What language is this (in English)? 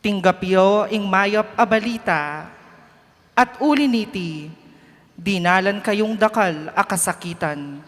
Pampanga